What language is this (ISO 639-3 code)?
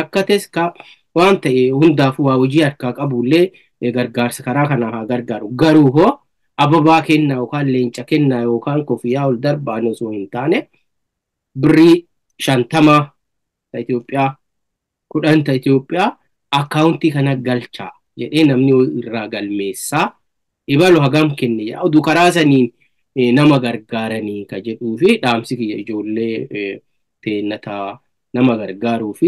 orm